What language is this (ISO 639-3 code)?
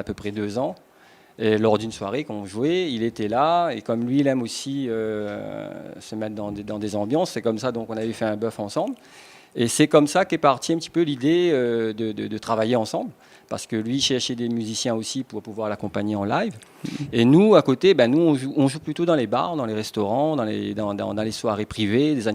rcf